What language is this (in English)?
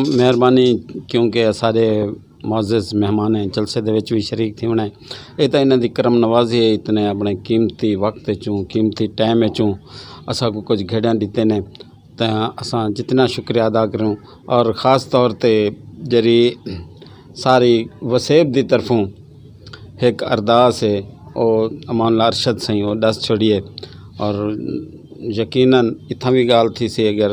Saraiki